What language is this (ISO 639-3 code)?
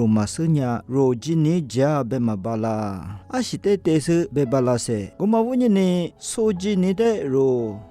lis